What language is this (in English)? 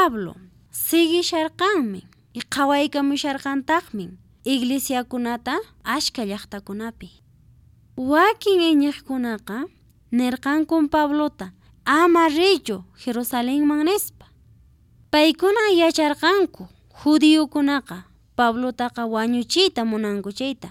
Quechua